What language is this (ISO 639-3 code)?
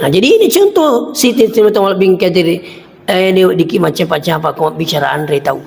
bug